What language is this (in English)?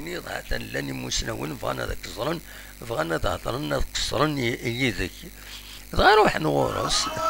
Kabyle